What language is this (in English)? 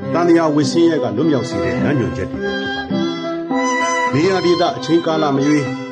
Burmese